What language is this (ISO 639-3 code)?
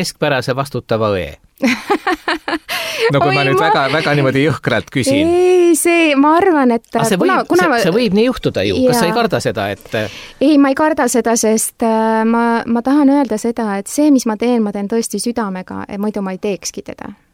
est